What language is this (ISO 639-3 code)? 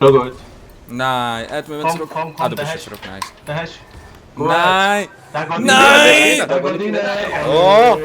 gsw